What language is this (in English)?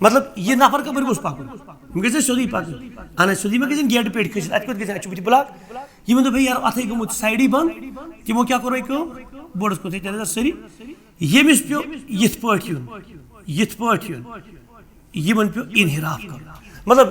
Kashmiri